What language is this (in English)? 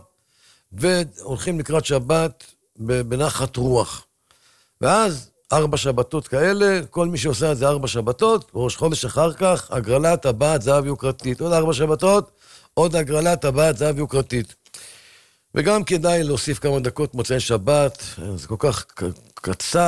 Hebrew